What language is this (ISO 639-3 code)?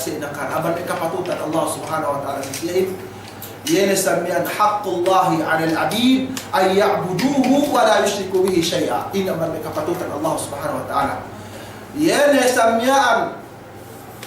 yka